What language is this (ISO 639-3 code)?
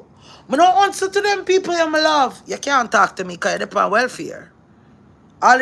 jam